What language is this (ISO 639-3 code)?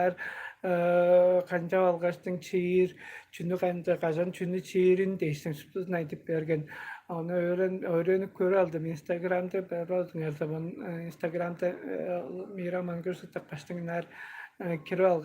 tyv